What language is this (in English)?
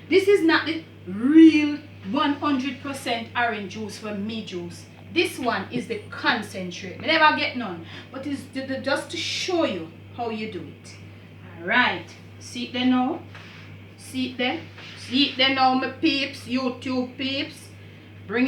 Jamaican Creole English